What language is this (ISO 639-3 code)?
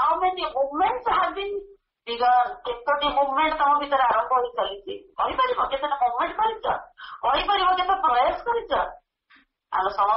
ori